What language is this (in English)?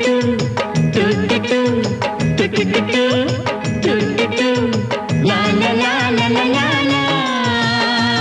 Kannada